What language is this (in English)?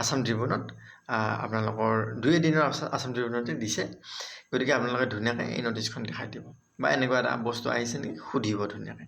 Assamese